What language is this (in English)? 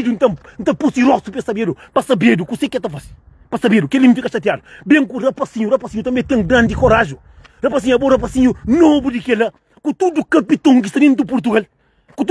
Kabuverdianu